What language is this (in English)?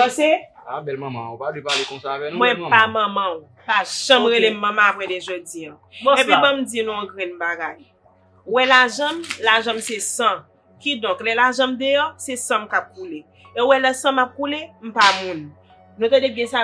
Haitian Creole